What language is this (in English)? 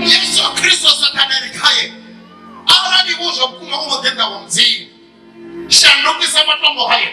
Venda